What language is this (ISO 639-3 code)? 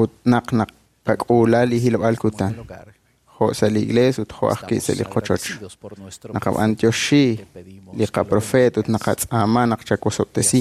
kek